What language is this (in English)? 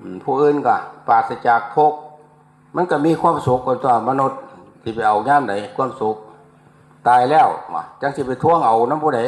Northeastern Thai